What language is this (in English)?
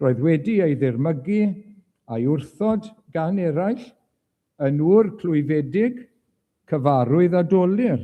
Welsh